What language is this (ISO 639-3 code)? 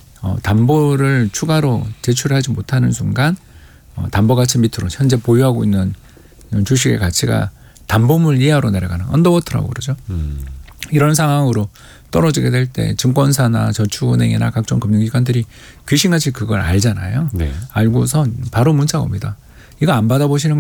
kor